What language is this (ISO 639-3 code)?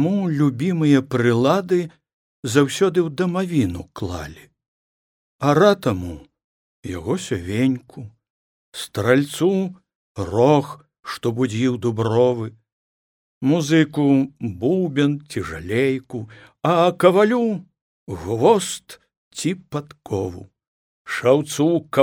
bel